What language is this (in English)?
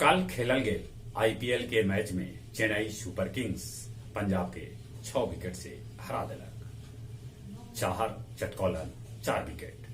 Magahi